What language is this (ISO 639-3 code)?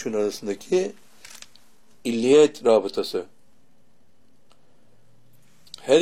tur